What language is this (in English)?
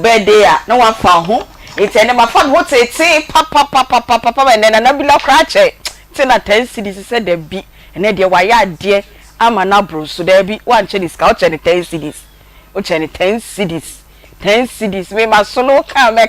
Akan